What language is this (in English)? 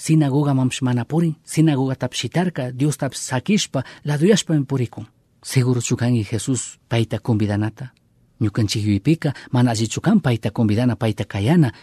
Chimborazo Highland Quichua